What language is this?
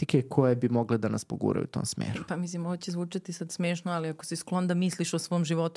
Serbian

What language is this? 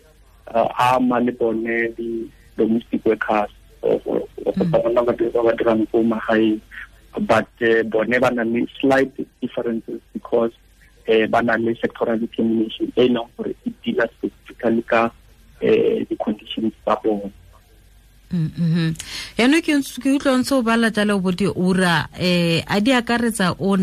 Tswana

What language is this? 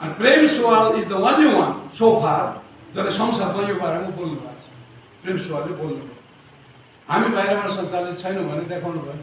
Nepali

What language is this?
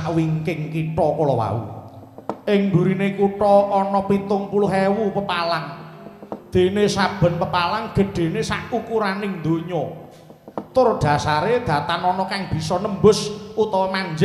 Javanese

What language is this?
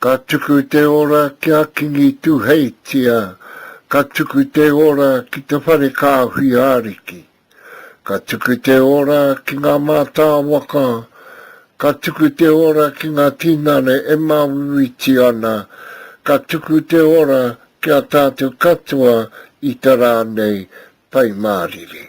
Māori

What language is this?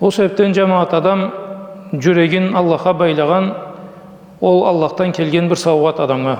Karachay-Balkar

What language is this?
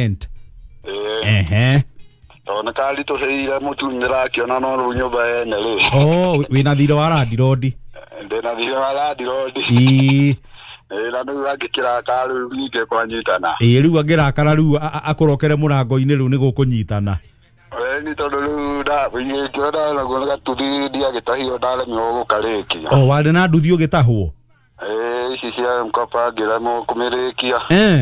Kikuyu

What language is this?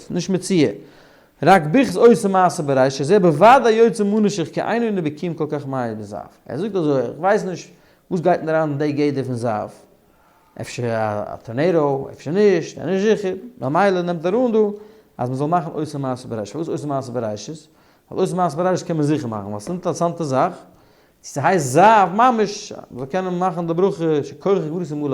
Yiddish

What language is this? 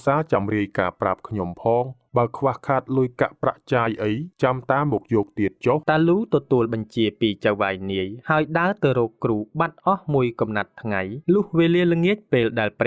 Khmer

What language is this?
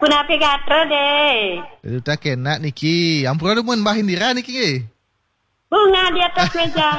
Balinese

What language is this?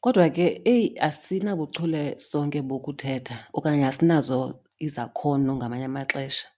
Xhosa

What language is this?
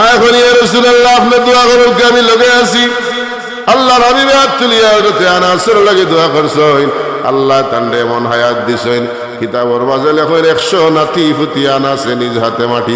Sylheti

